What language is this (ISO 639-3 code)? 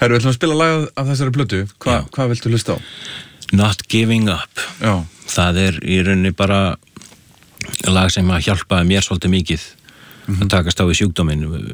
isl